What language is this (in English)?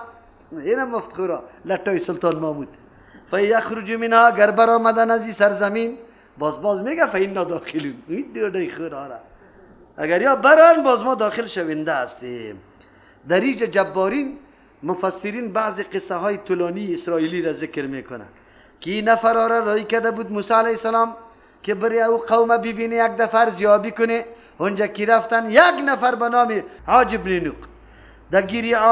Persian